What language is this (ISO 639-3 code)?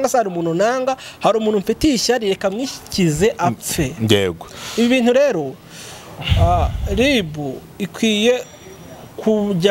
kin